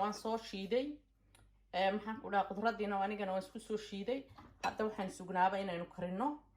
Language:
Somali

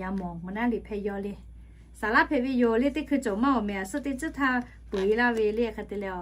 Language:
Lahu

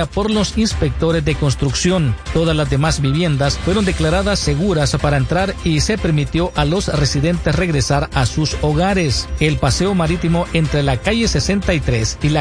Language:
Spanish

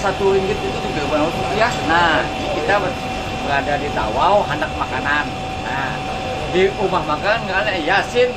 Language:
Banjar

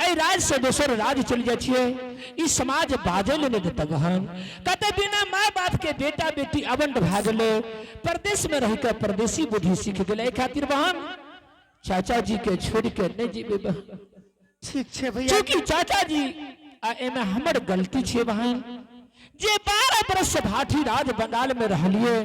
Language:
Angika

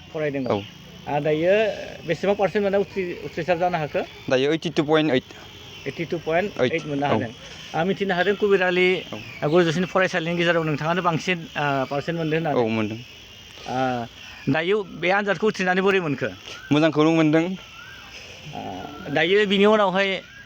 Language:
Bodo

